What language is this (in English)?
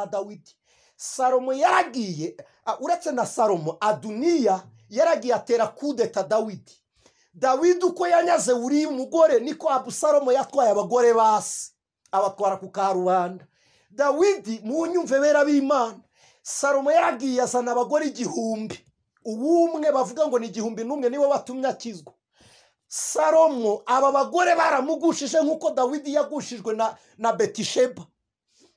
Kinyarwanda